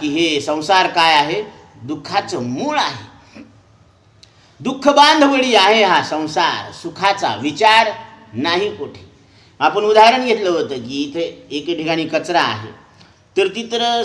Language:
Marathi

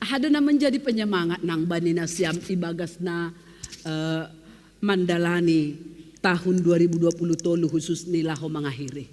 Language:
Batak Simalungun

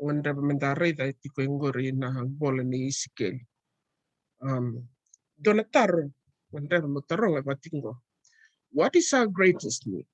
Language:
Fijian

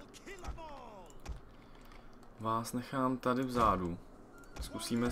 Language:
Czech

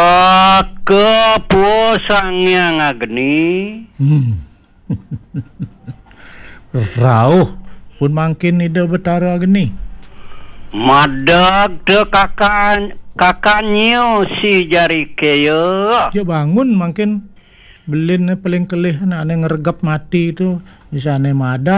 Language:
Balinese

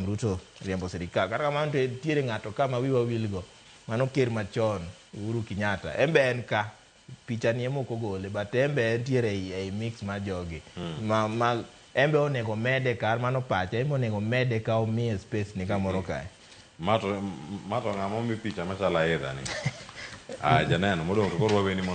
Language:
Luo (Kenya and Tanzania)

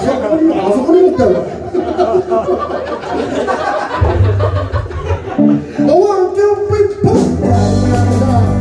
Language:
Japanese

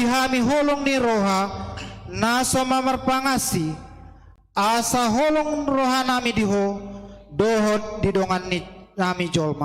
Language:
Batak Toba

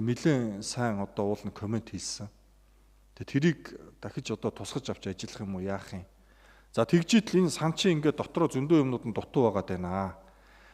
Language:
Mongolian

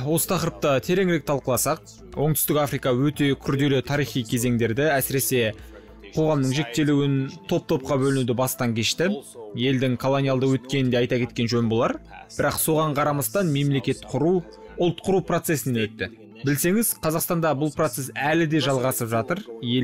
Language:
Kazakh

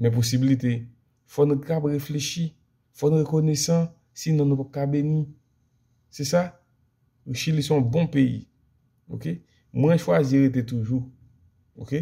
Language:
Haitian Creole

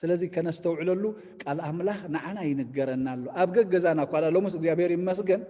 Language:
Tigrinya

